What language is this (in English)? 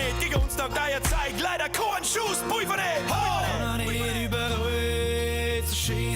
Bavarian